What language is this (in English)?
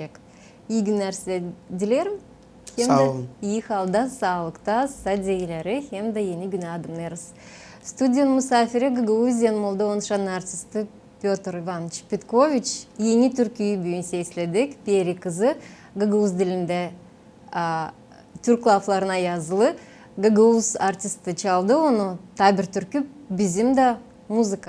Gagauz